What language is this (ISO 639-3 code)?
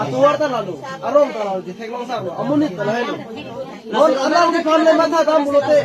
mjw